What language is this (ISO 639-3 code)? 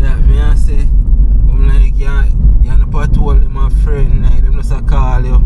jam